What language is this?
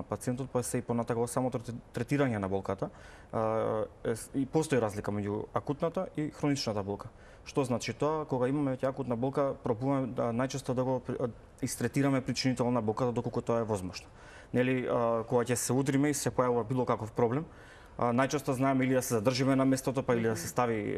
Macedonian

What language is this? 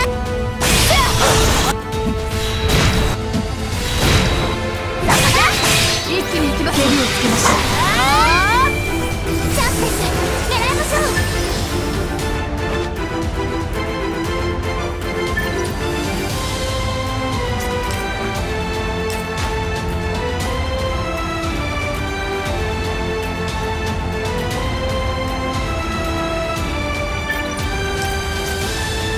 Japanese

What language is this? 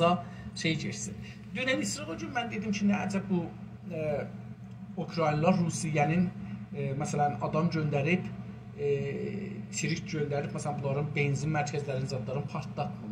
South Azerbaijani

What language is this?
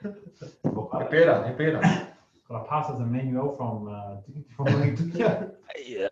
Māori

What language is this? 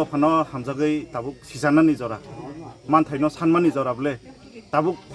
Kok Borok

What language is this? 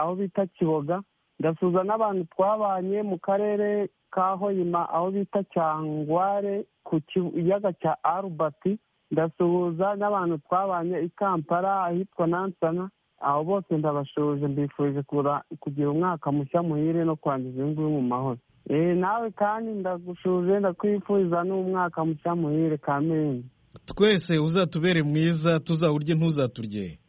Kinyarwanda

